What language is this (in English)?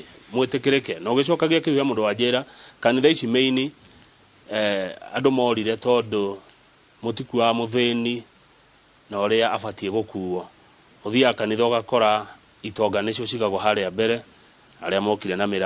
Kikuyu